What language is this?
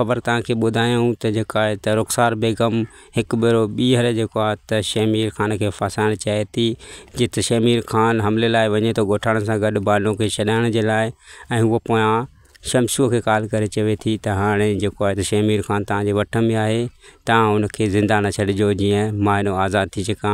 Sindhi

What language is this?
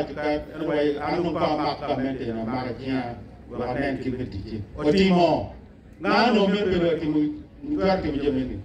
Acoli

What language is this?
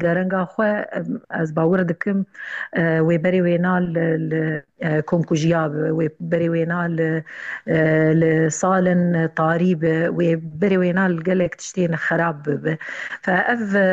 Kurdish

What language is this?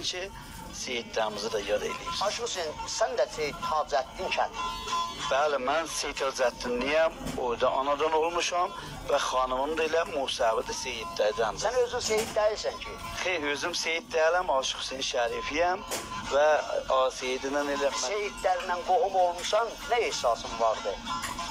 South Azerbaijani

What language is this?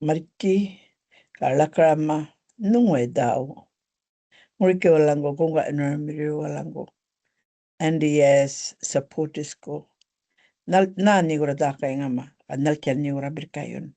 Gumatj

